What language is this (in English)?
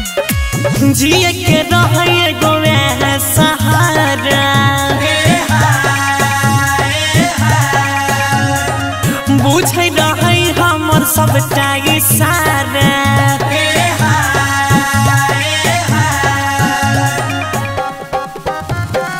Bhojpuri